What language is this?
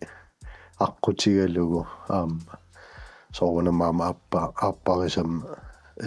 Kalaallisut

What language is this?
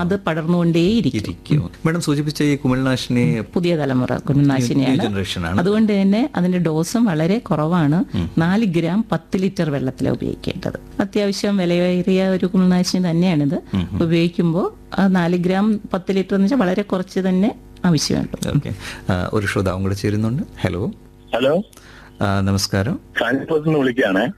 Malayalam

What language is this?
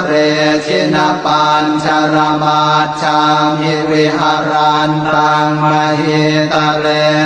Pali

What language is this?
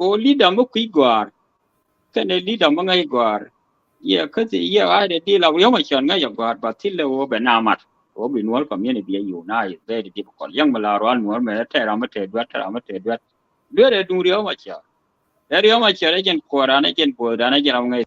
Nuer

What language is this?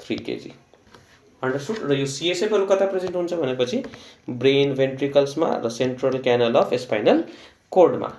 Nepali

